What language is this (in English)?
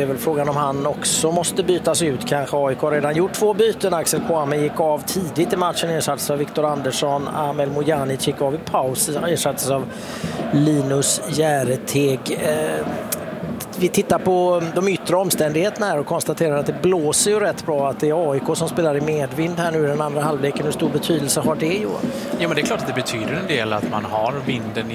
Swedish